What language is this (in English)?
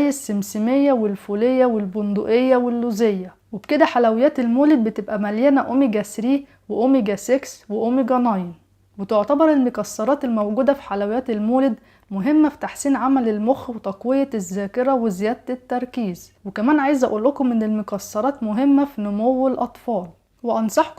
Egyptian Arabic